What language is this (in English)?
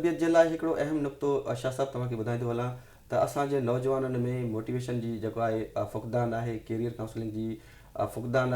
Sindhi